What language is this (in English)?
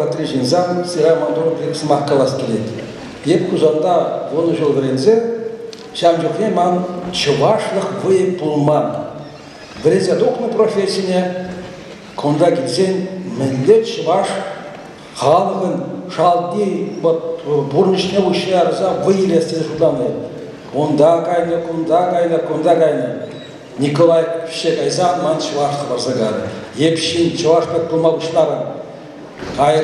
Chuvash